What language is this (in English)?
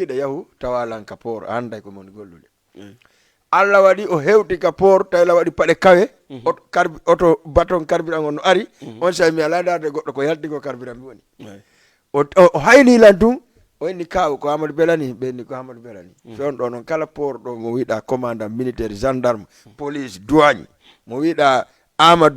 Fula